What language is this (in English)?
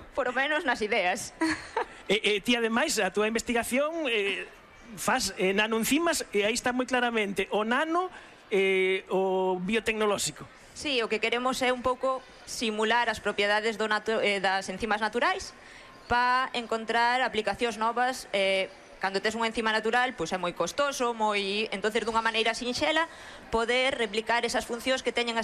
Galician